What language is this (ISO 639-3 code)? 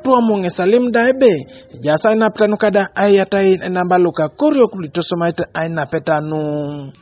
teo